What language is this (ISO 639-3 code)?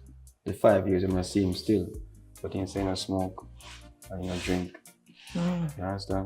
jam